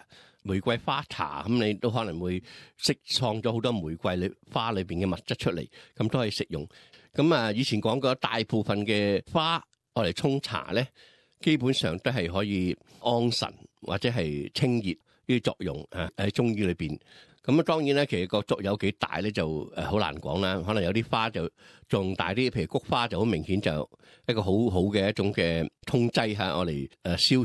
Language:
Cantonese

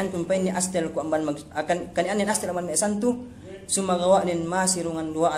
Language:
Yakan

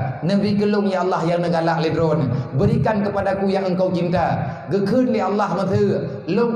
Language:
Achinese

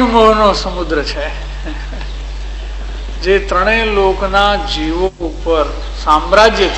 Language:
Gujarati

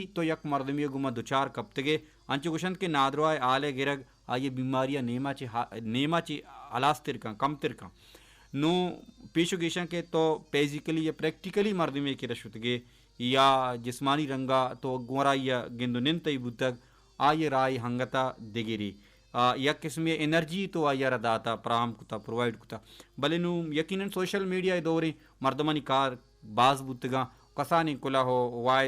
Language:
Baluchi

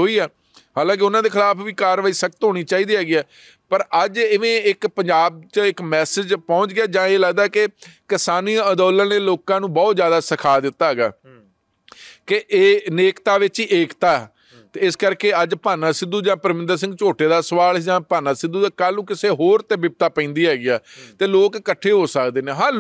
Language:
Punjabi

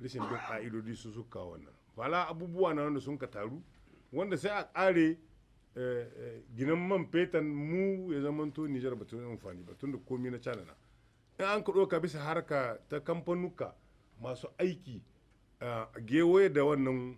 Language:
Hausa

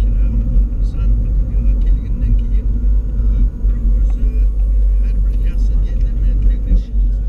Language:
Kara-Kalpak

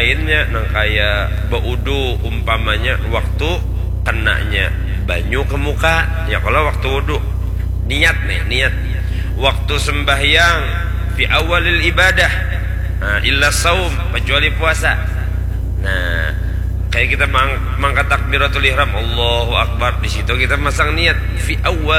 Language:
Banjar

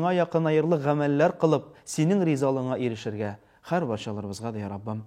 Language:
Tatar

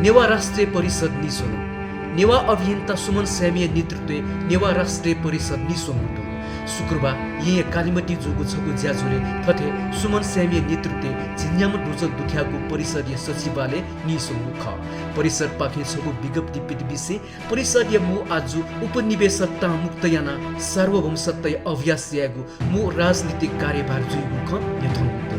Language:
Newari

